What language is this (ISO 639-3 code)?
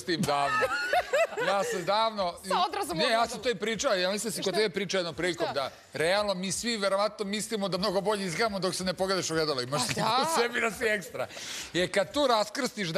srp